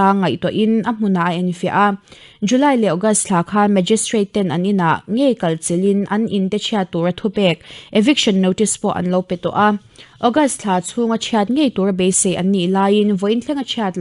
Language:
Mizo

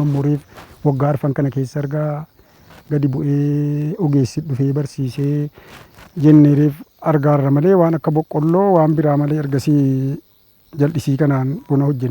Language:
Oromo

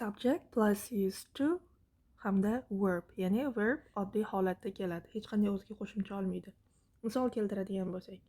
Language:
Uzbek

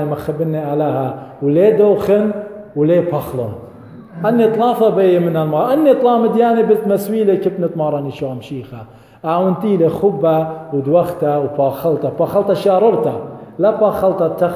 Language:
Assyrian Neo-Aramaic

